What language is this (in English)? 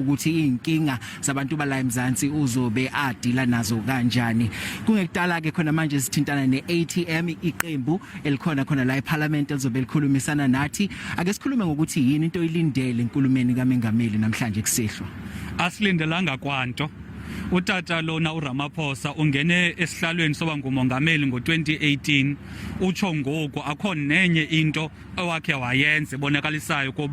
Zulu